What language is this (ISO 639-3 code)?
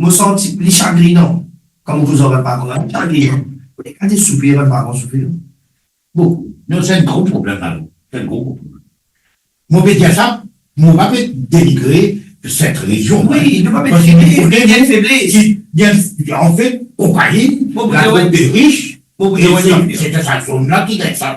mfe